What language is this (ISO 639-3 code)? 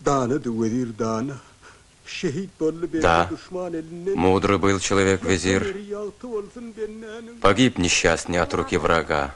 tuk